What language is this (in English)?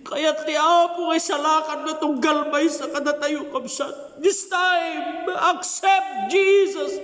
Iloko